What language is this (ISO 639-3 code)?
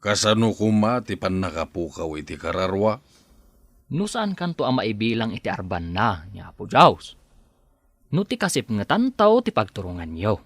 ilo